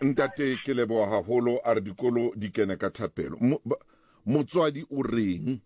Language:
Southern Sotho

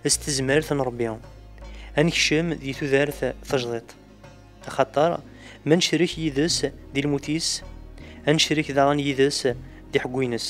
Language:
Kabyle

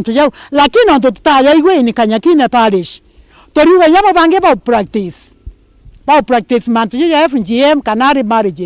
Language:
Meru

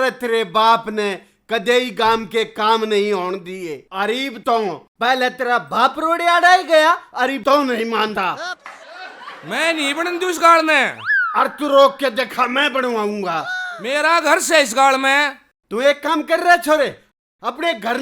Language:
Haryanvi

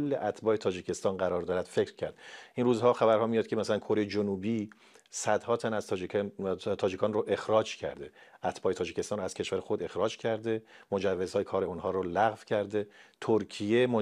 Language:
Tajik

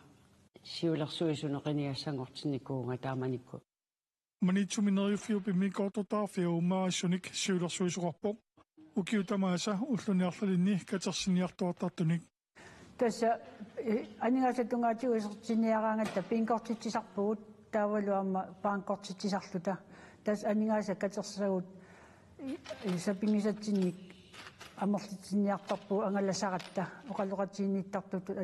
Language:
Kalaallisut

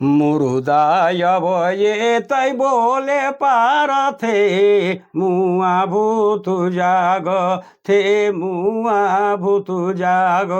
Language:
Sadri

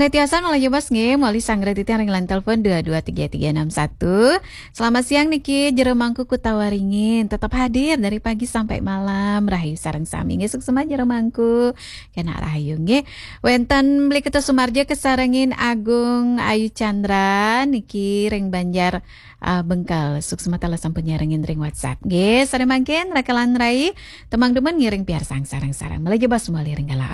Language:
Balinese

